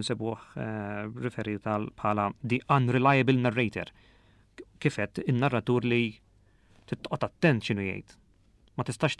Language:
Maltese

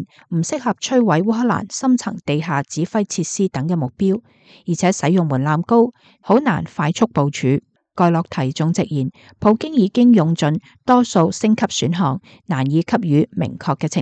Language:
Cantonese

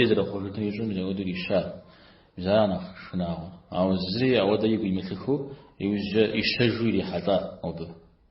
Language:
Kabardian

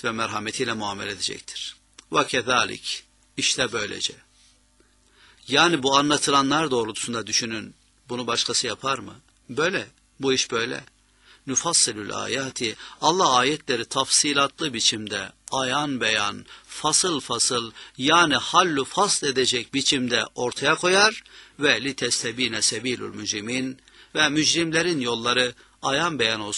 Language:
Turkish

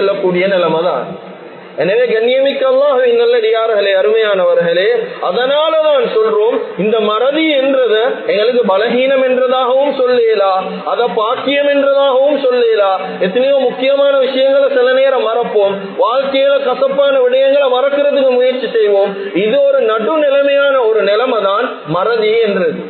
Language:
Tamil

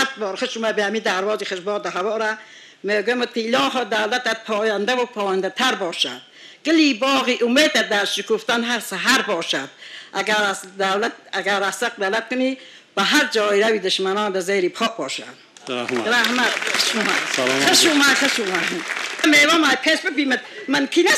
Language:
Tajik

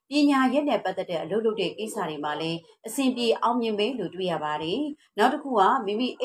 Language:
Burmese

